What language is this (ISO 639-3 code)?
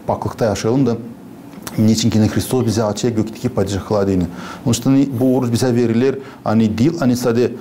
gag